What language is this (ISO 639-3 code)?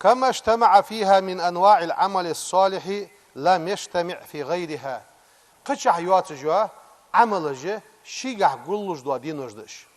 inh